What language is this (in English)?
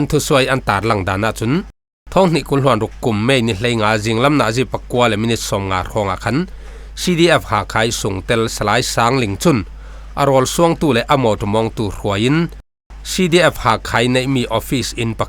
Falam Chin